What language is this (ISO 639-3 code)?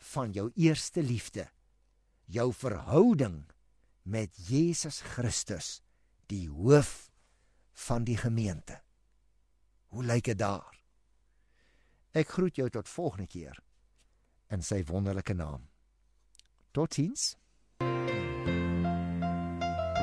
afr